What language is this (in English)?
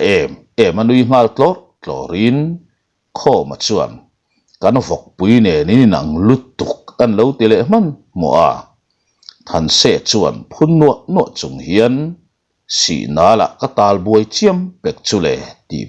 Mizo